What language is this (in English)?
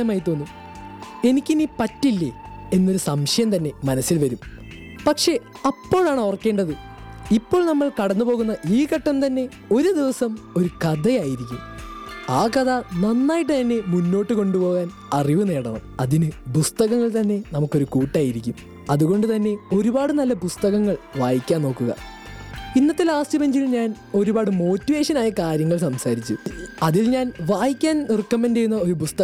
Malayalam